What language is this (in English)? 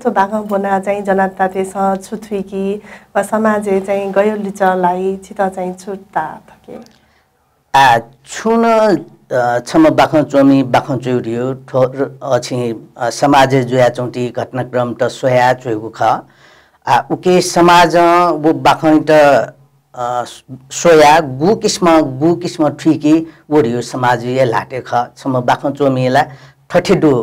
Newari